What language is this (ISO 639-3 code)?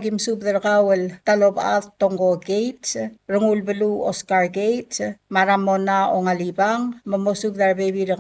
pau